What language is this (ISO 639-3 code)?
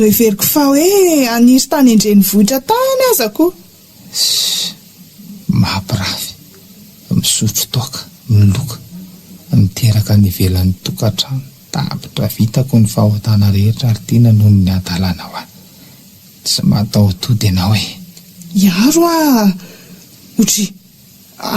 mlg